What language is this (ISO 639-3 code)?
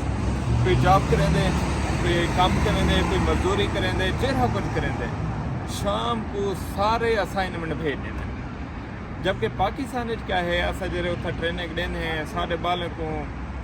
skr